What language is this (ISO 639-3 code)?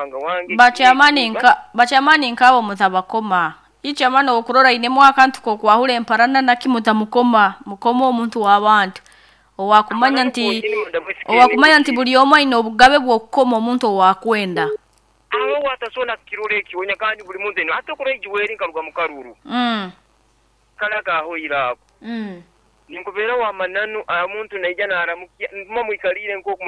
nyo